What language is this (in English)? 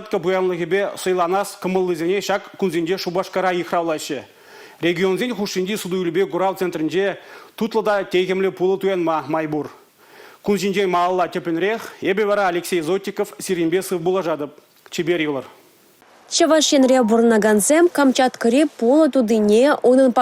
Chuvash